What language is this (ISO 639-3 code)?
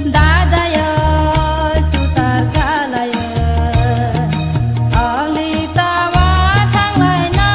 trp